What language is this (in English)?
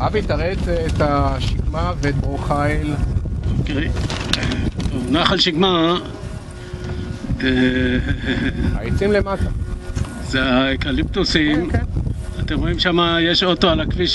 Hebrew